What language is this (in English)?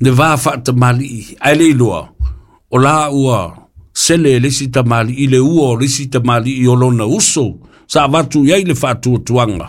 Samoan